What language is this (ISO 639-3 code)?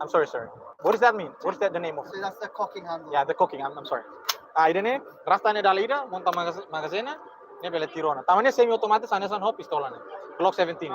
tet